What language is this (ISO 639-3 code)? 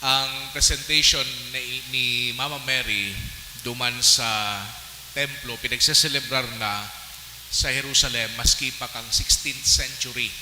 bik